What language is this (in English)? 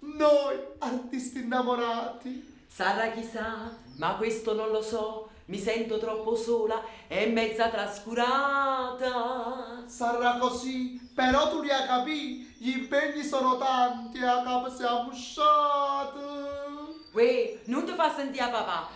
Neapolitan